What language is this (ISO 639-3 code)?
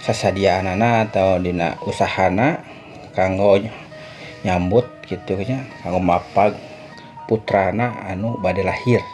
sun